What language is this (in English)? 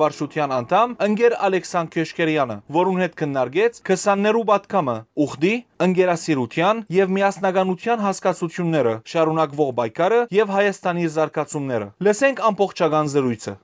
Western Armenian